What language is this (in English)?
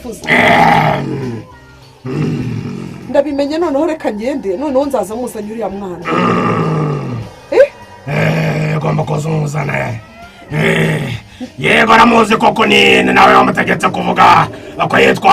Kinyarwanda